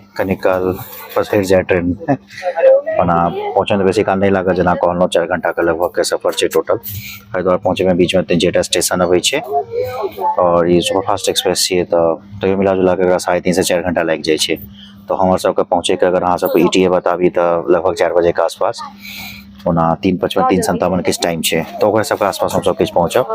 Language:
Maithili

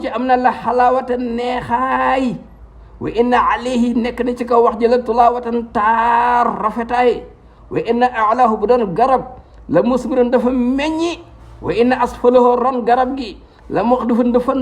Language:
Wolof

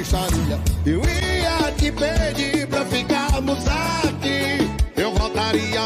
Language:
Portuguese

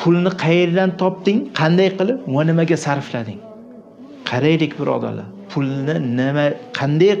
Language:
Uzbek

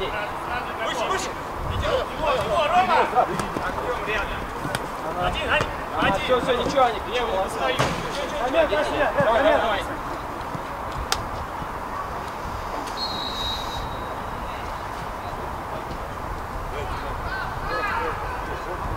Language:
Russian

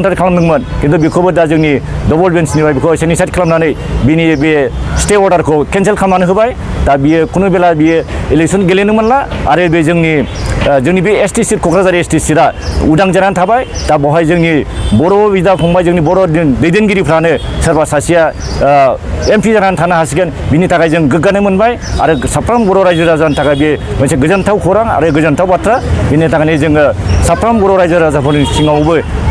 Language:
Bodo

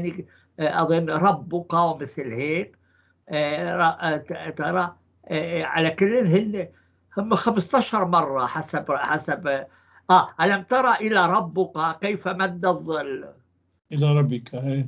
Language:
North Levantine Arabic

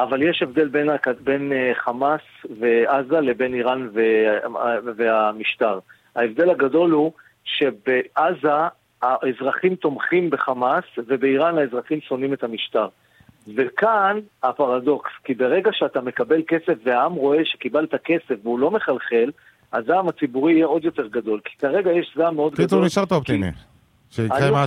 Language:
Hebrew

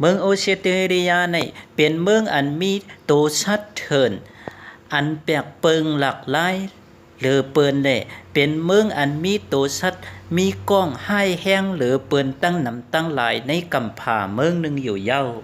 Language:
Shan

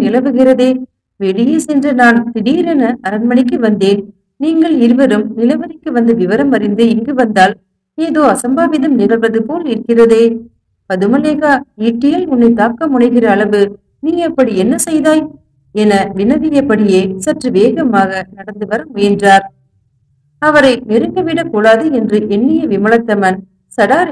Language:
Tamil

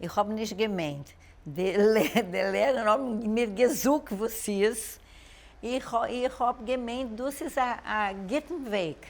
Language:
Yiddish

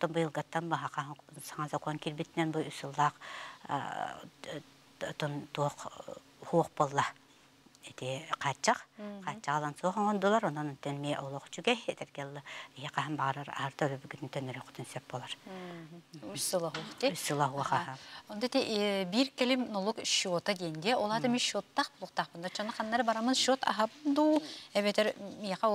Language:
Yakut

